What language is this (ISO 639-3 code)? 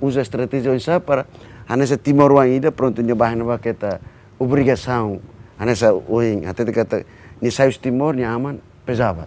tet